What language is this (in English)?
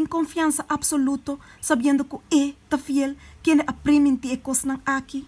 Papiamento